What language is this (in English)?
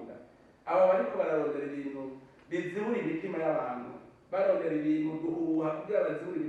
Rundi